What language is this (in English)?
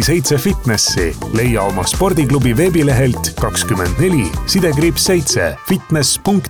Estonian